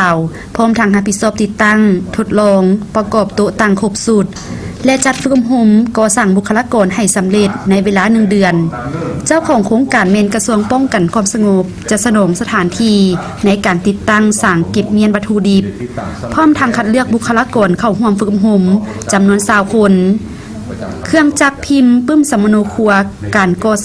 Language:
Lao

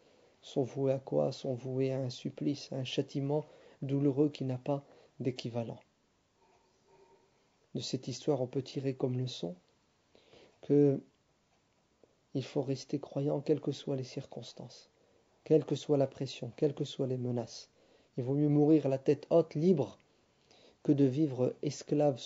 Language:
French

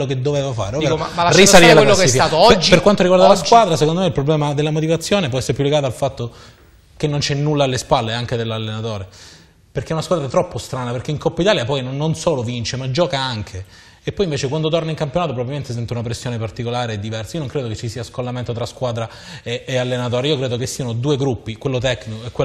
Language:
Italian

